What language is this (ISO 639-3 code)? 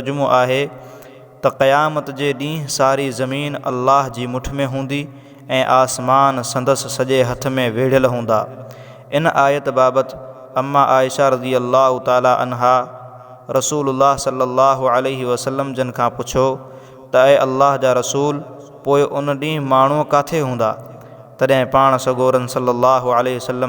snd